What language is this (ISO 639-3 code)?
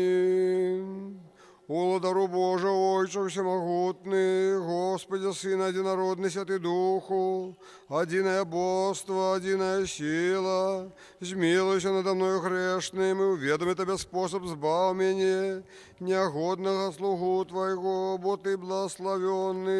bel